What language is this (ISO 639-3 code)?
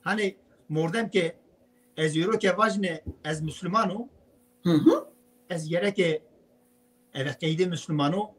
zza